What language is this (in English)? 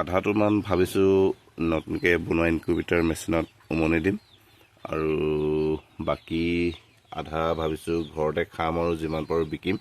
Assamese